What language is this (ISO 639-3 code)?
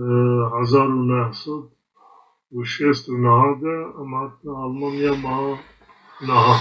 kur